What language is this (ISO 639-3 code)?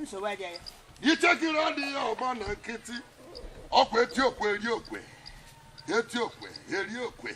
ibo